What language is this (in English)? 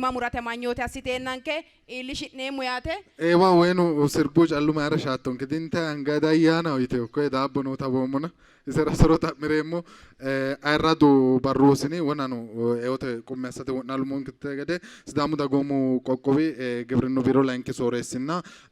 Sidamo